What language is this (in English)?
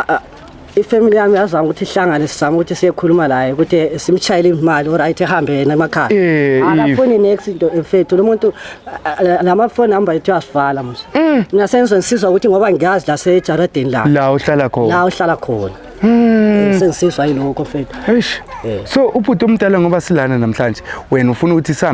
Zulu